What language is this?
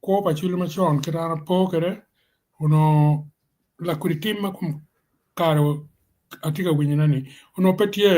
Acoli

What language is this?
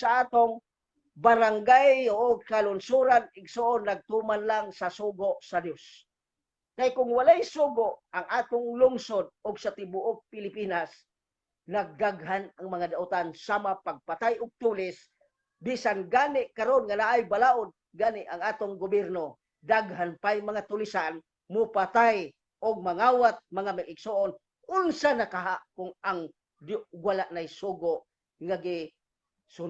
Cebuano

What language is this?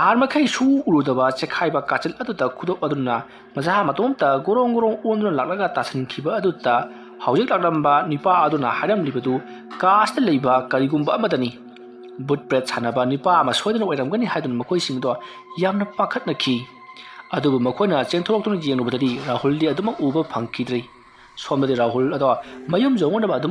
Manipuri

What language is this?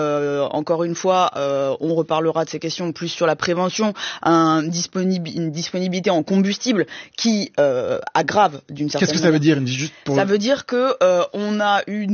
French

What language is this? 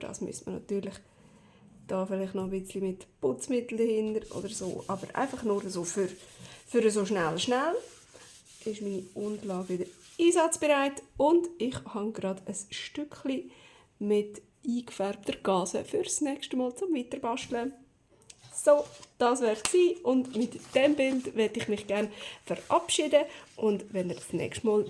Swiss German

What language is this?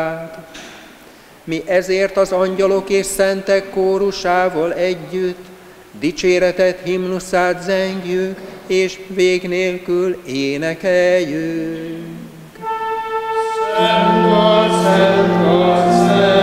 Hungarian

